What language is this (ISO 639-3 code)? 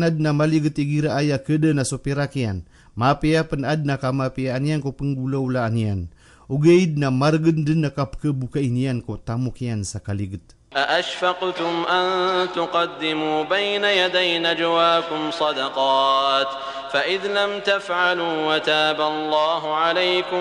mrw